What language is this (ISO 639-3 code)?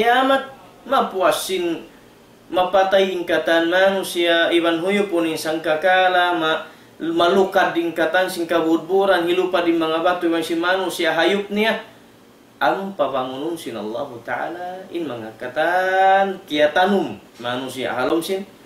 tsg